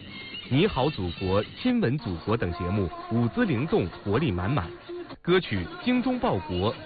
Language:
Chinese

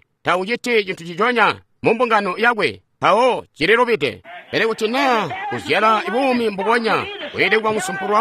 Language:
Tonga (Zambia)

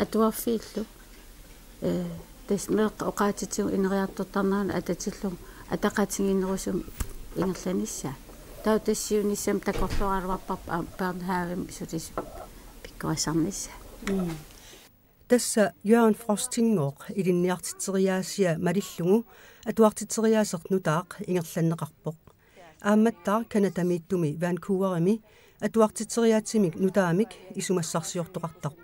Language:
Kalaallisut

